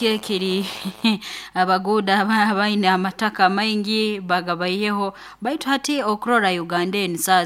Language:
Nyoro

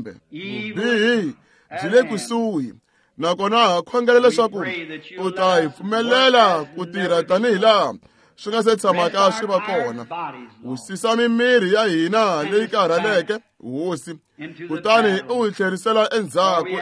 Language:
Tsonga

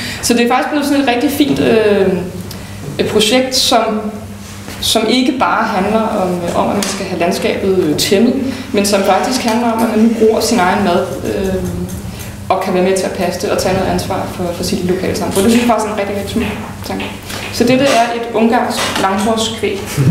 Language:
Danish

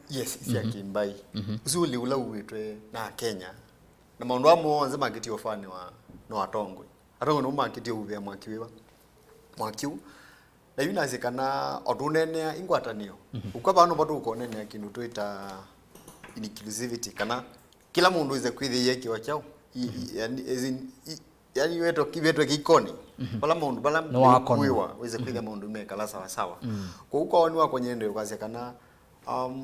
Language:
Kamba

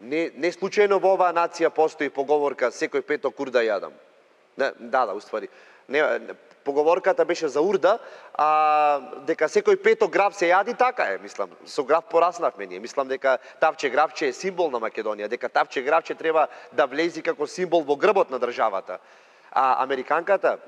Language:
Macedonian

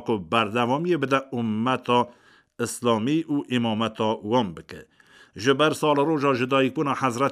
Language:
Kurdish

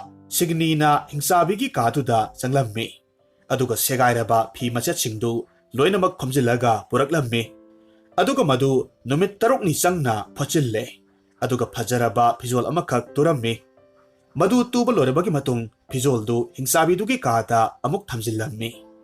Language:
Manipuri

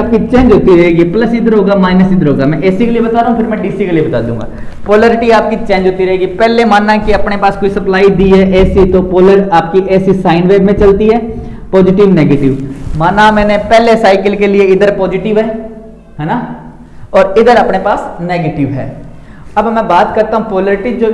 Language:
Hindi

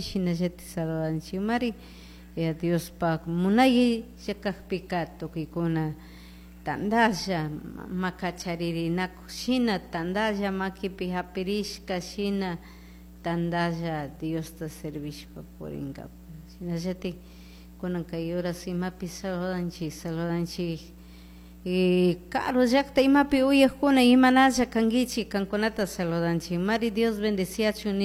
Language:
Chimborazo Highland Quichua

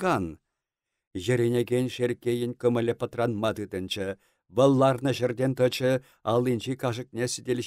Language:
Chuvash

